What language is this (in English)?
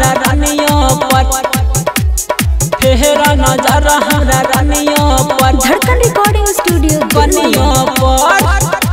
Bhojpuri